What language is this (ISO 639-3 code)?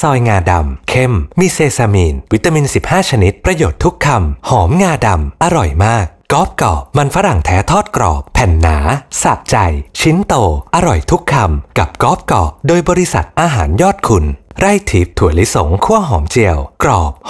tha